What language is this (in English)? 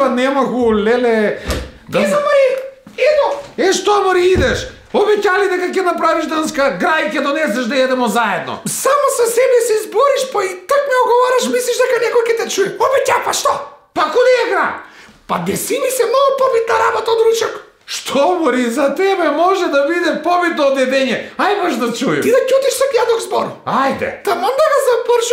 Macedonian